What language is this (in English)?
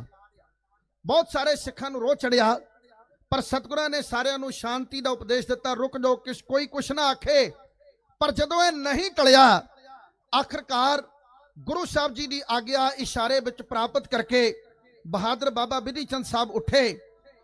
Punjabi